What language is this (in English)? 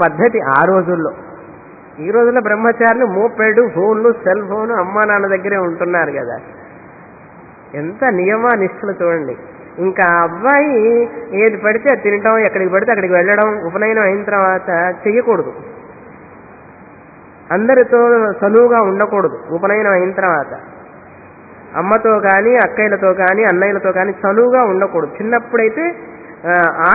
Telugu